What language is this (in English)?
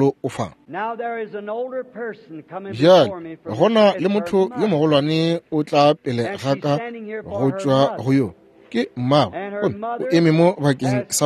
Northern Sotho